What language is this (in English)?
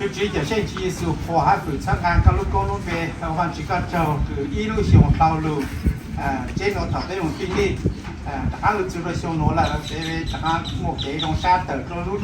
Hmong